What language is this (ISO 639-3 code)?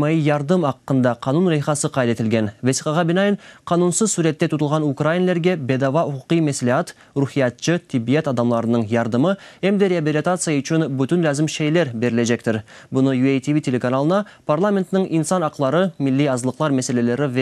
crh